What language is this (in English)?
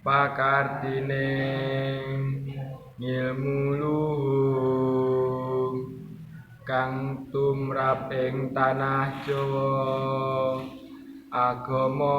Javanese